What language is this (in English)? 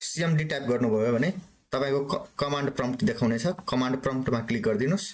Nepali